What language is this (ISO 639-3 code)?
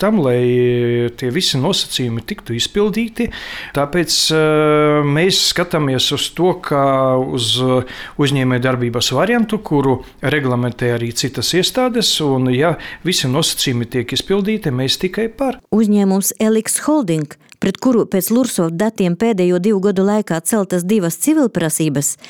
lav